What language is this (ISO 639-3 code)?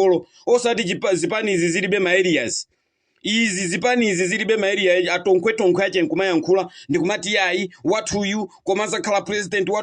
nya